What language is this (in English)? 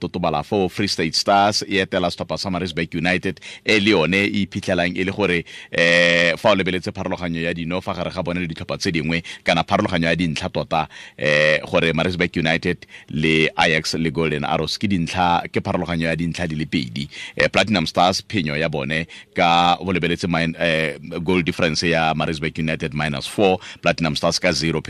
Tswana